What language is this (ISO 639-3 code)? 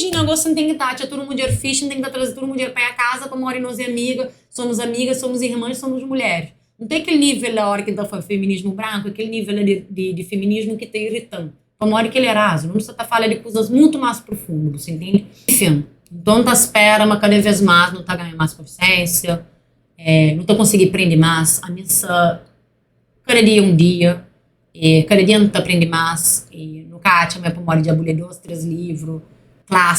kea